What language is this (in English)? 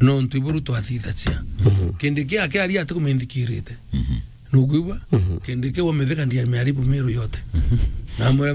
Meru